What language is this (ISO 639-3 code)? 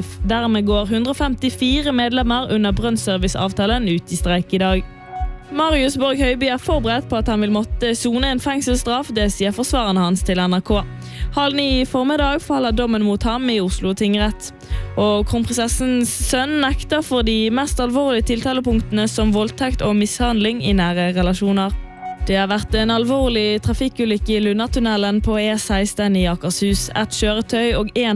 nor